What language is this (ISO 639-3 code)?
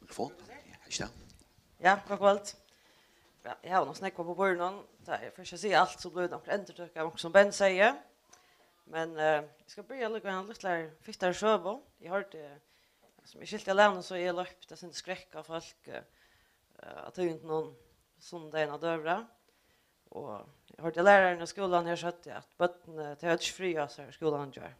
fao